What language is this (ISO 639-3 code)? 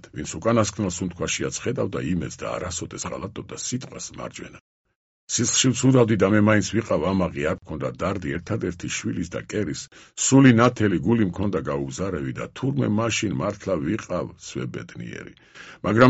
kat